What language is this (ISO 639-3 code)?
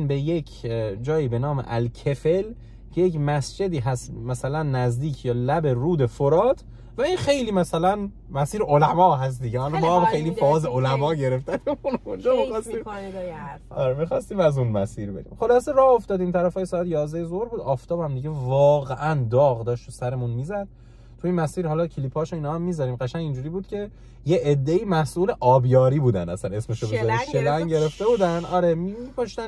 fas